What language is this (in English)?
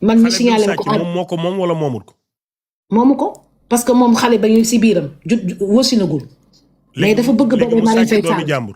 Wolof